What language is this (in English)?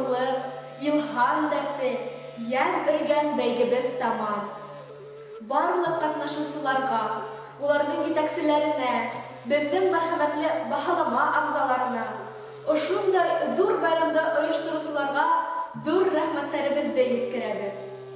Bashkir